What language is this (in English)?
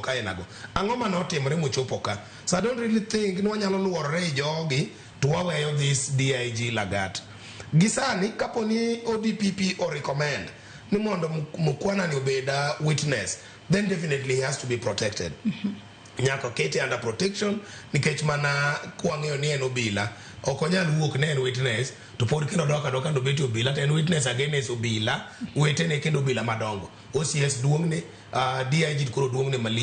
Luo (Kenya and Tanzania)